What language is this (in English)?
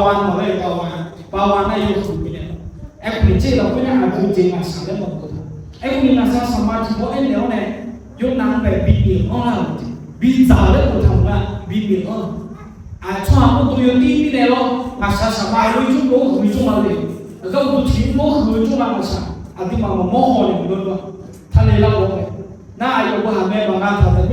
Akha